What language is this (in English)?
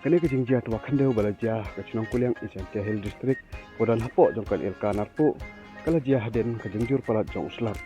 Khasi